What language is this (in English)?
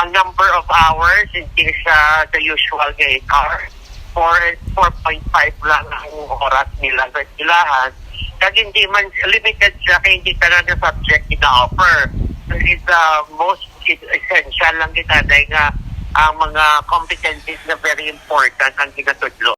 Hiligaynon